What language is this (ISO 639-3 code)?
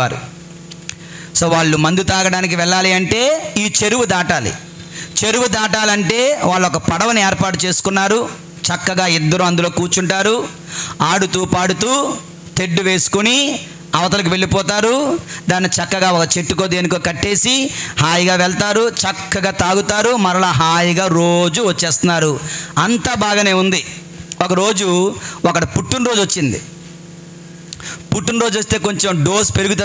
tel